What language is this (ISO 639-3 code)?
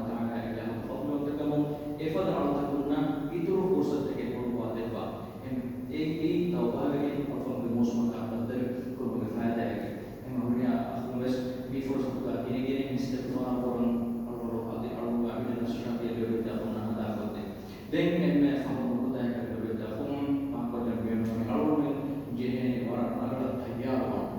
div